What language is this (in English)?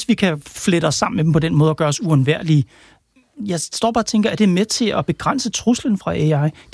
Danish